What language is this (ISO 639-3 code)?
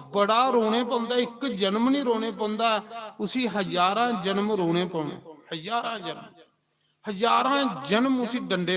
doi